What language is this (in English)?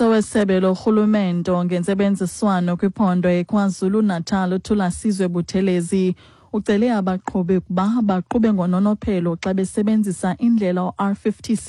Xhosa